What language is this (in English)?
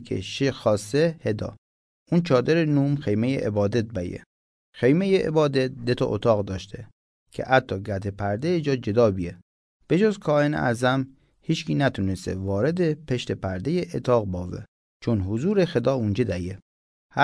Mazanderani